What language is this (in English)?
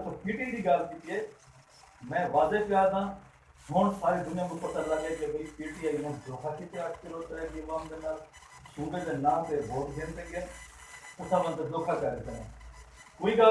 Saraiki